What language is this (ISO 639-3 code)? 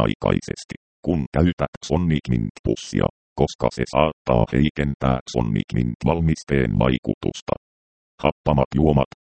fin